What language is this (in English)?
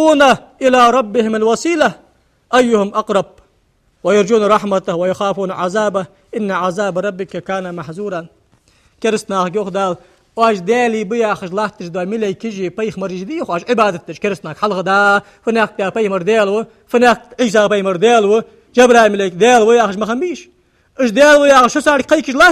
Ingush